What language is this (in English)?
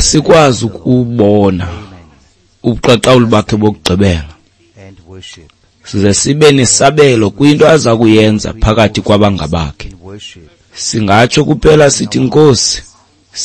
Xhosa